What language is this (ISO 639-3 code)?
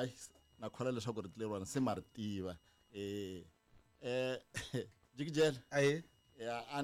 tso